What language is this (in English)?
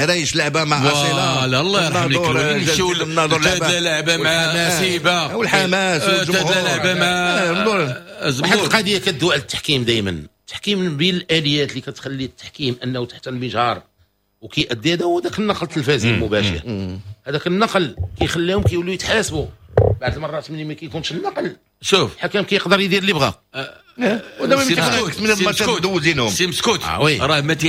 Moroccan Arabic